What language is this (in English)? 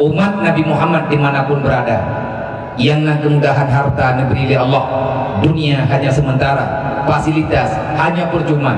Achinese